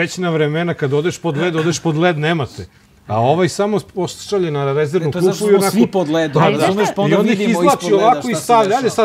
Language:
Serbian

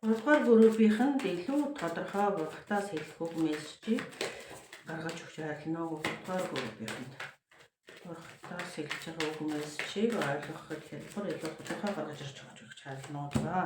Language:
Mongolian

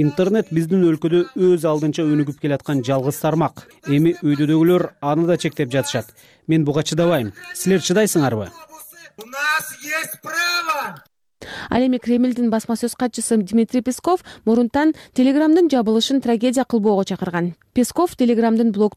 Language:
Kyrgyz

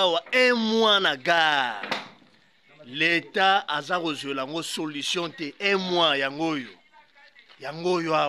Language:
Lingala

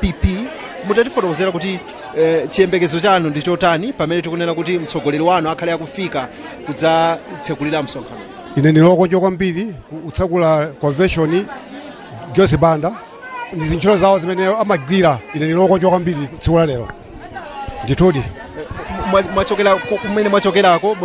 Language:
Nyanja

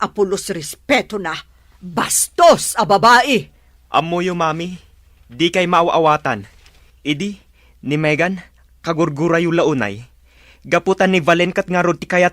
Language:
Iloko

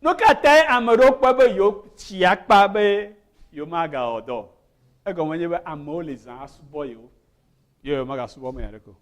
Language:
Ewe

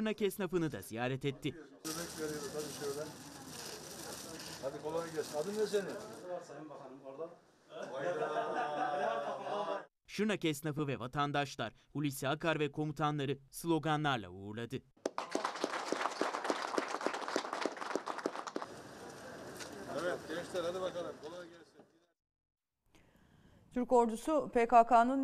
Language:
Turkish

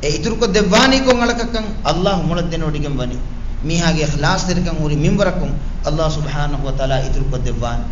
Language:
Divehi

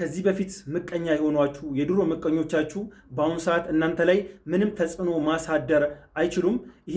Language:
Amharic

